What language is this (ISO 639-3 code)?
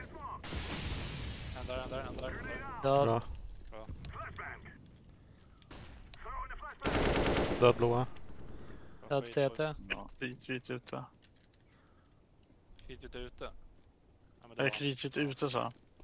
swe